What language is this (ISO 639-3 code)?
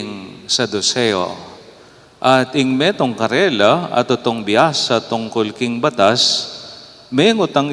pam